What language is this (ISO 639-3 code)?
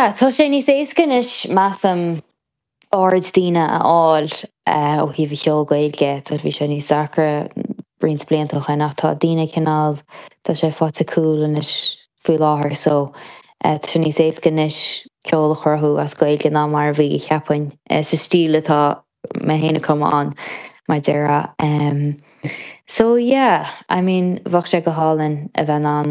gle